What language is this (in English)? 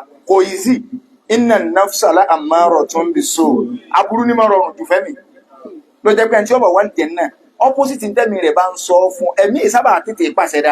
Yoruba